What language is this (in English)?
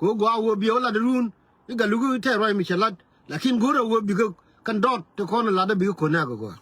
Nuer